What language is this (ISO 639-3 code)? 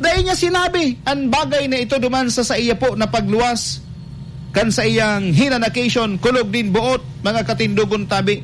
bik